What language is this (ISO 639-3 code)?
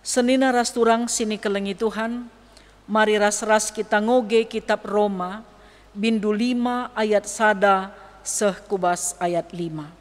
btx